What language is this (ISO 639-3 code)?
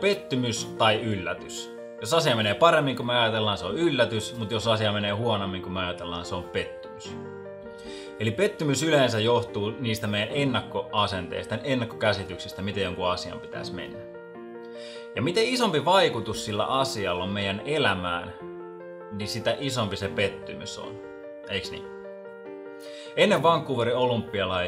fin